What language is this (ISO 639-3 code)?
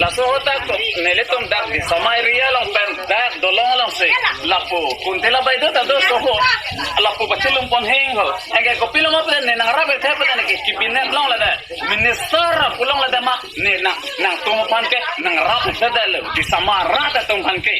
mjw